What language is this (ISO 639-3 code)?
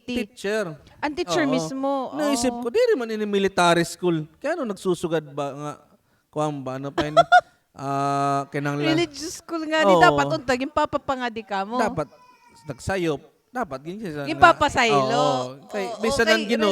war